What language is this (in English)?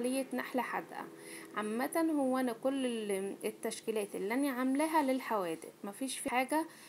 Egyptian Arabic